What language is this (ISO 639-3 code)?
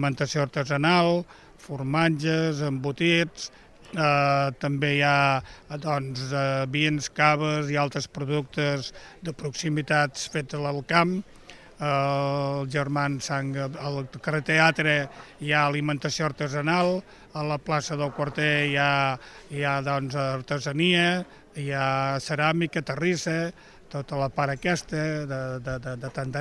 cat